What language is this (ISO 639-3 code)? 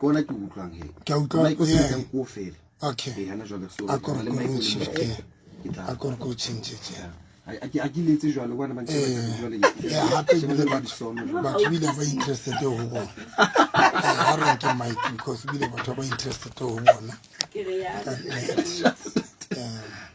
sot